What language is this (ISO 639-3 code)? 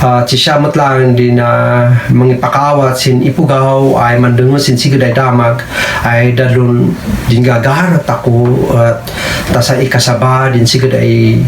kne